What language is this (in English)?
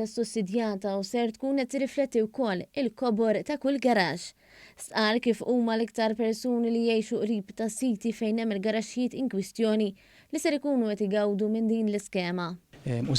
Maltese